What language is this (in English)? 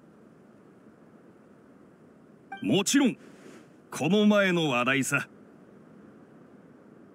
Japanese